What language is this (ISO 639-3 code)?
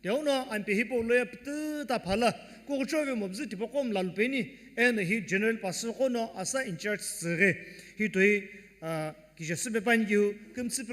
nsm